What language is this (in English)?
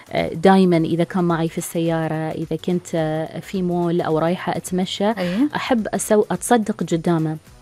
Gulf Arabic